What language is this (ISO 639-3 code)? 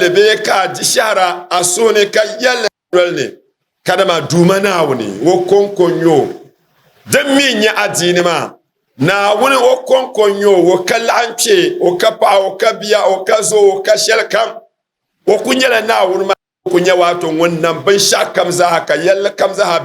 dag